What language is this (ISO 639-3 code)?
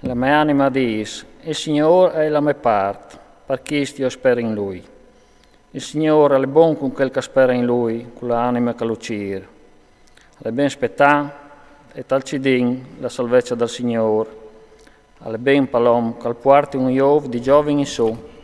fur